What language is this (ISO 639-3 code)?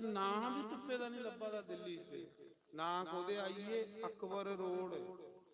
doi